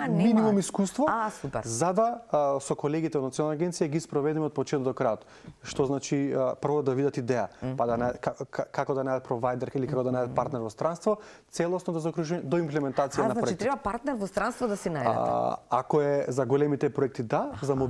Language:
Macedonian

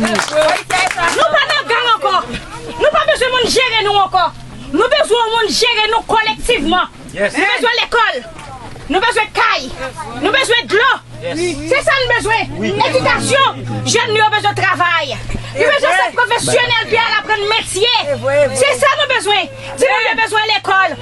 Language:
Haitian Creole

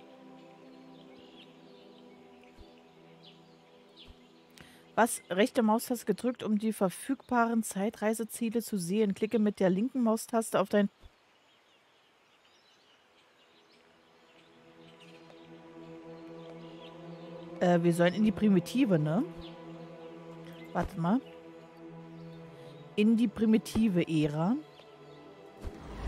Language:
German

